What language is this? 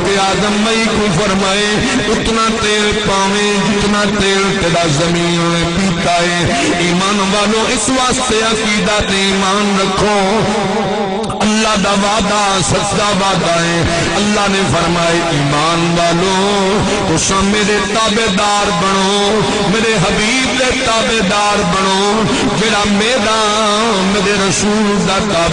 Saraiki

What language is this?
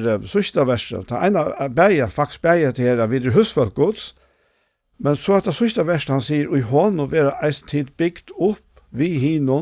Faroese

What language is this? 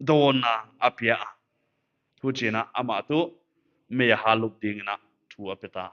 Paite Chin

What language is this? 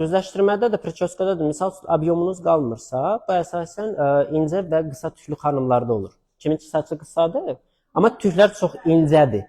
Azerbaijani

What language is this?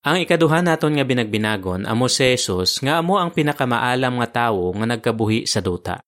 Hiligaynon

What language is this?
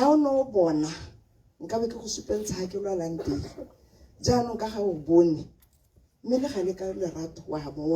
Tswana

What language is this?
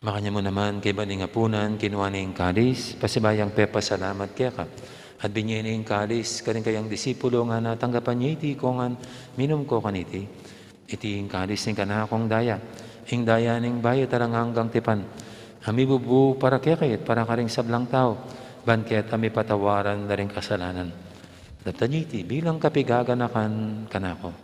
Pampanga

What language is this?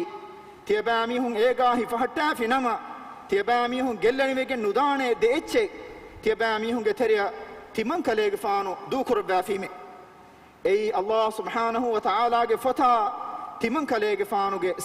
Divehi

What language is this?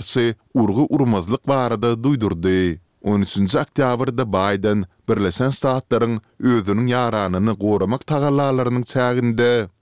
Turkmen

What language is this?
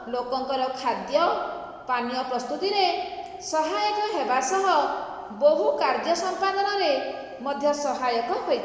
Odia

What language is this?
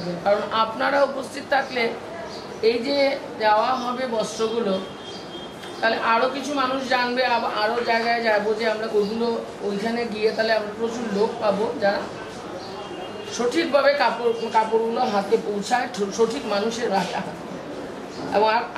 Bangla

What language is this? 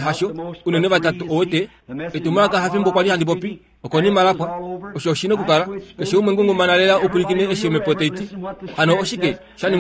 Kuanyama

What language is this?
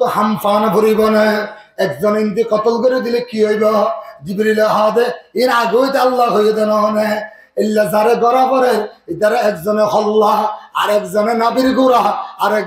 Rohingya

